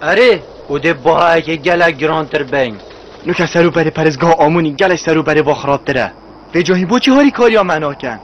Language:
Kurdish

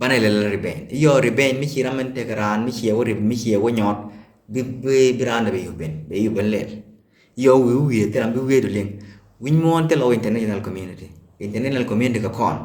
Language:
Nuer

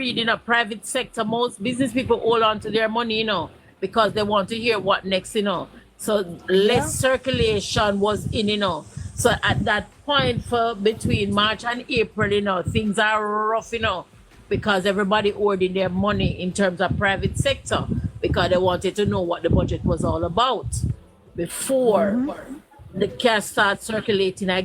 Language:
Jamaican Creole English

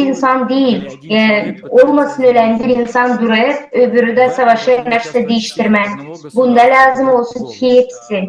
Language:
Gagauz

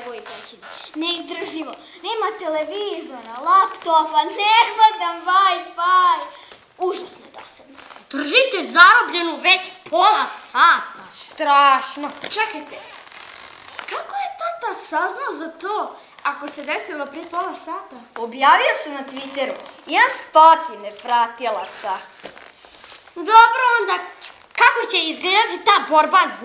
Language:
Serbian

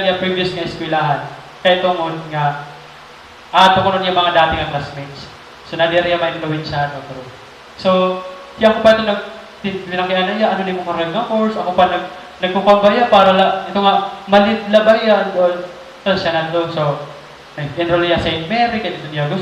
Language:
Waray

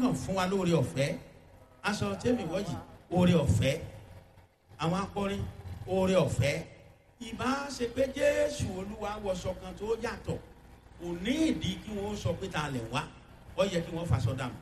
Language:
Yoruba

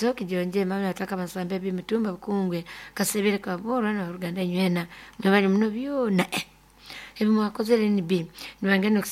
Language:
Nyoro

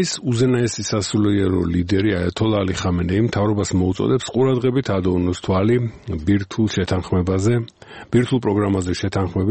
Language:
Georgian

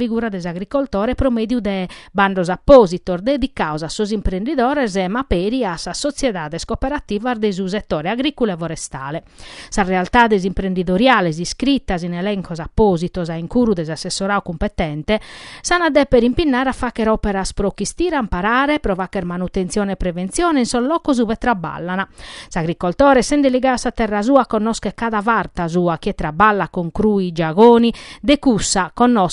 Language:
Sardinian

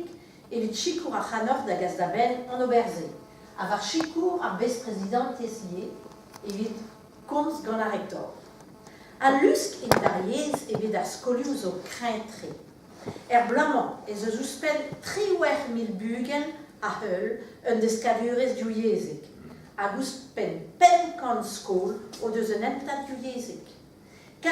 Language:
Breton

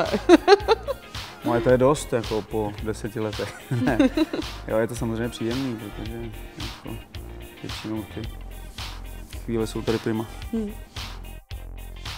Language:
Czech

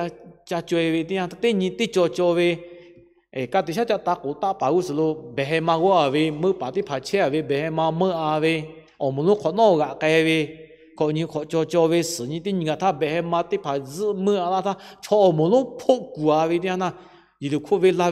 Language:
Lahu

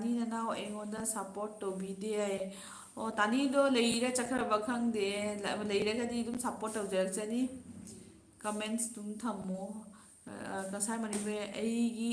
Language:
Manipuri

